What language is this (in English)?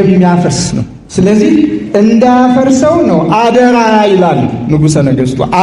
Amharic